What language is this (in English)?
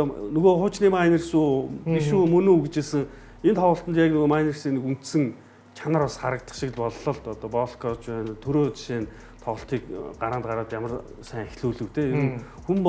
Mongolian